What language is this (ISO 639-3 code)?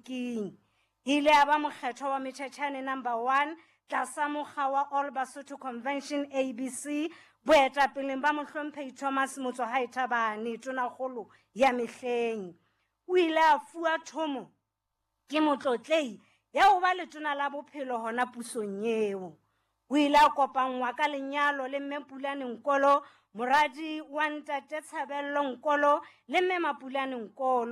sot